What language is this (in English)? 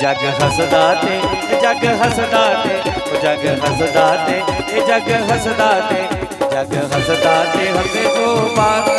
Dogri